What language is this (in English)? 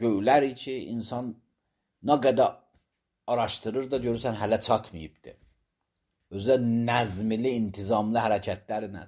Azerbaijani